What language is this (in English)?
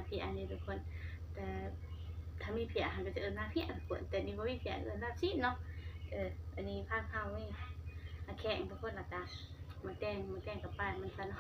Northeastern Thai